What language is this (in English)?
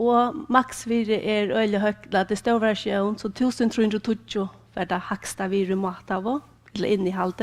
Faroese